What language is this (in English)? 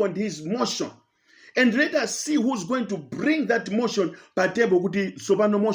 Nyanja